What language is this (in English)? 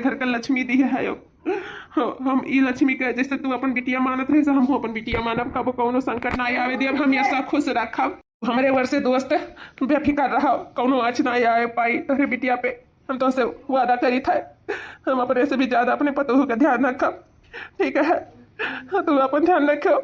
Awadhi